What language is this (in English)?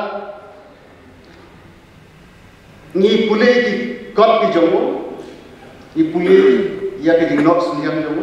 Khasi